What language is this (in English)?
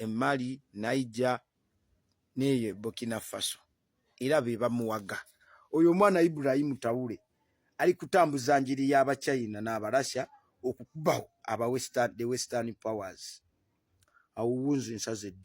Ganda